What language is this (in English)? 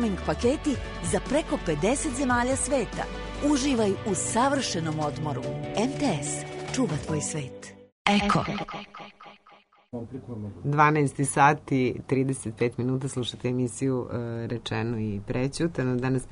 Serbian